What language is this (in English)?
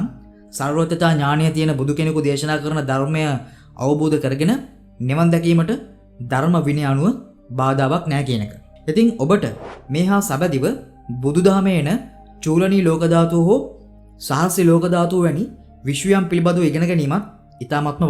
Sinhala